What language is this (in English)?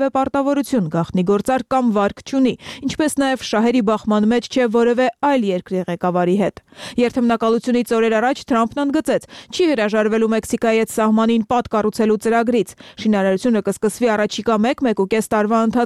Armenian